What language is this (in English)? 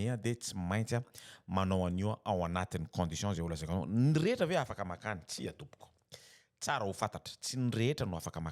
Malagasy